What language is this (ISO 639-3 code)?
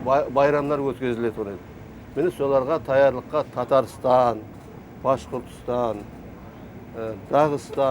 kaa